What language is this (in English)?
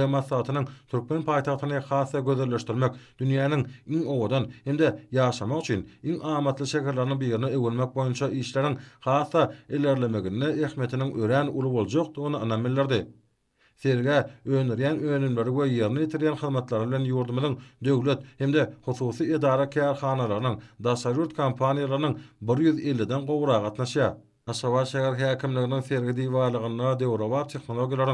Turkmen